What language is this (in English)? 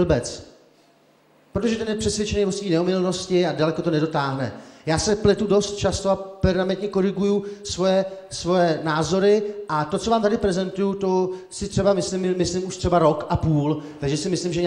Czech